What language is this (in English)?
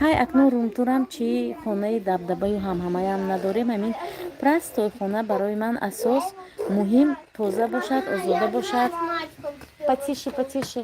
Tajik